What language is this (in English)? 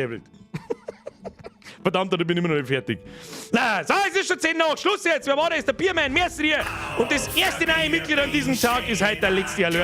Bavarian